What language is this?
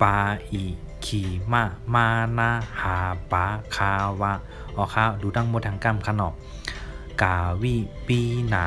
Shan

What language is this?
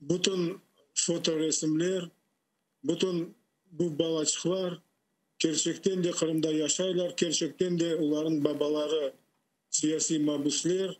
Crimean Tatar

